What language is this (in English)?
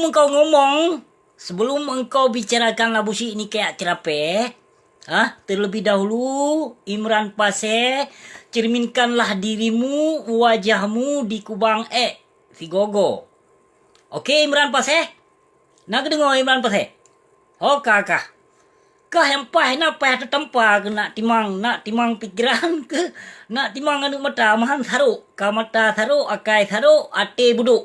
Achinese